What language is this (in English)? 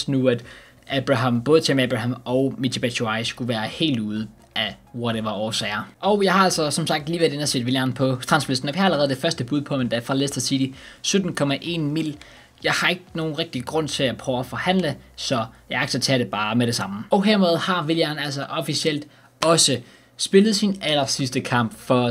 Danish